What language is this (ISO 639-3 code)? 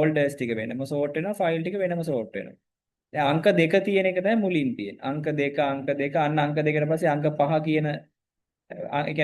sin